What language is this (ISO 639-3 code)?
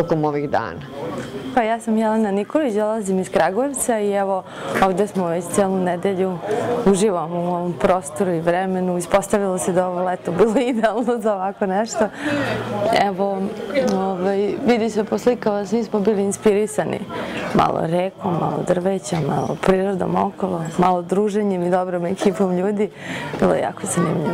srp